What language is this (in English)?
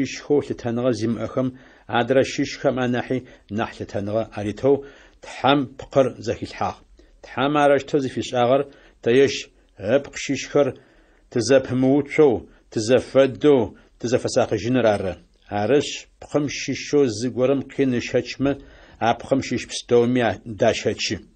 Adyghe